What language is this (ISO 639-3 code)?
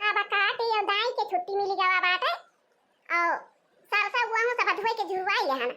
awa